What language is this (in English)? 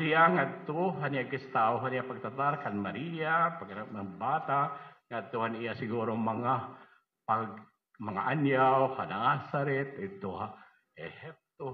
Waray